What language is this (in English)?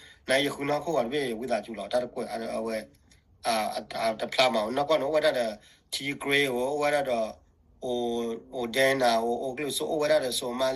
S'gaw Karen